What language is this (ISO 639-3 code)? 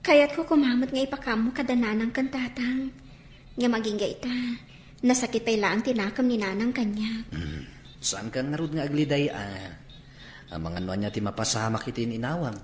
ilo